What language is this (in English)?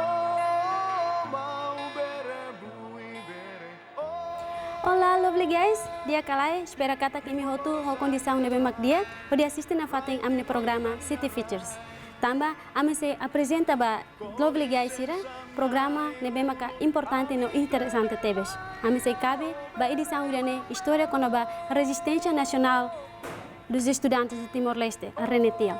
Tetum